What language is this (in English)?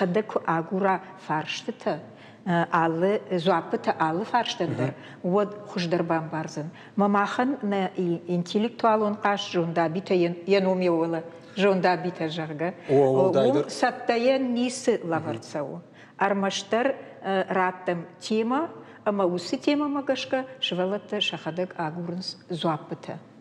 Ossetic